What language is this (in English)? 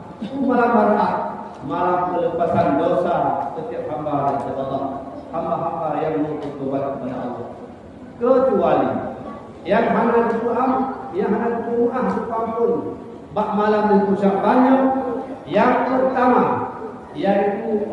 Achinese